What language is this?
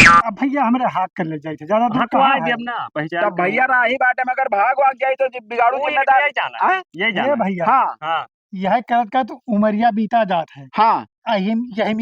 Awadhi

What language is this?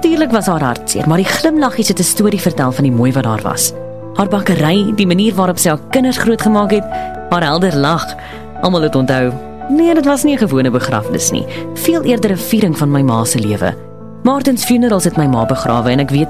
Afrikaans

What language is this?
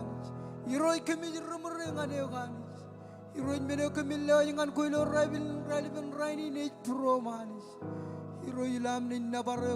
Marshallese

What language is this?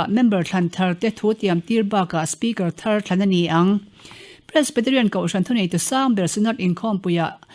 Mizo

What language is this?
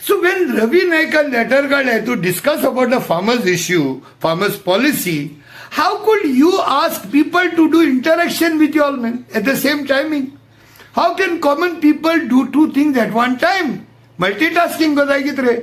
Konkani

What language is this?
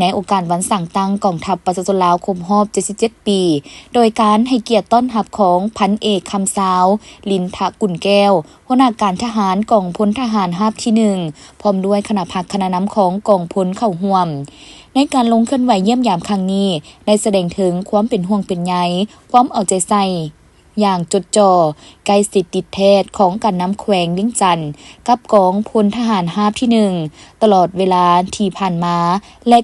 Lao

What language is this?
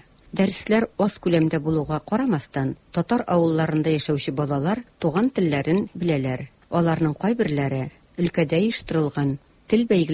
Tatar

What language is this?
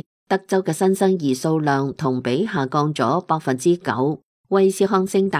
Cantonese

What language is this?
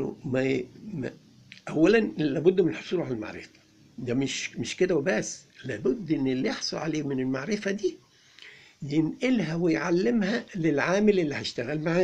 Egyptian Arabic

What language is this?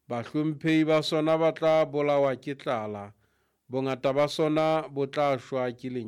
Southern Sotho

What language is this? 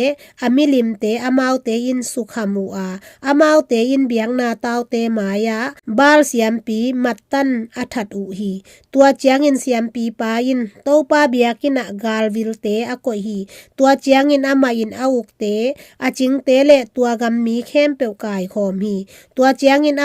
Tedim Chin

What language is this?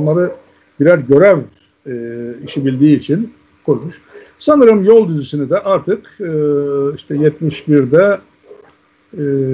Turkish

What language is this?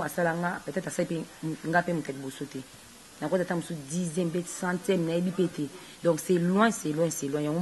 Lingala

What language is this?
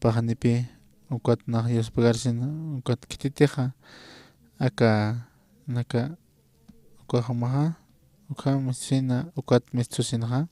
Aymara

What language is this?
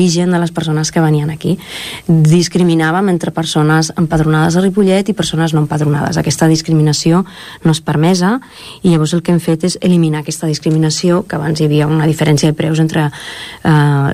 Catalan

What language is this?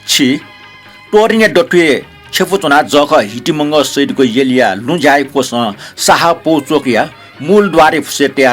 Newari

